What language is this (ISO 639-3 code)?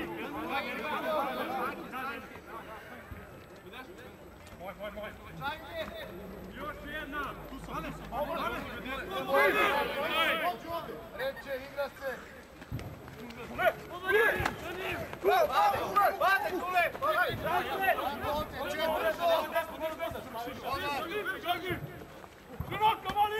srp